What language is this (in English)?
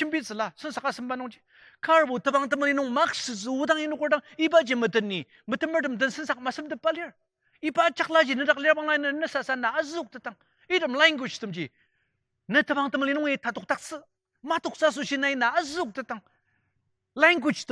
Ao Naga